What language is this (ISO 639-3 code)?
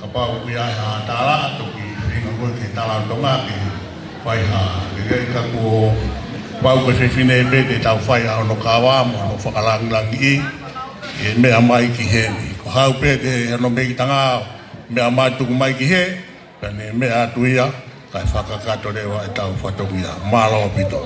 ton